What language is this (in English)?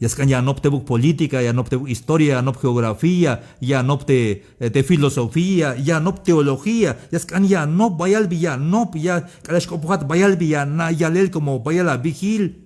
Tzeltal